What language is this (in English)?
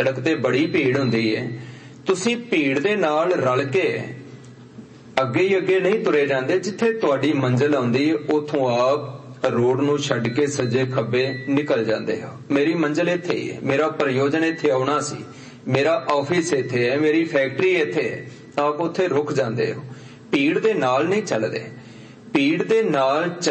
Punjabi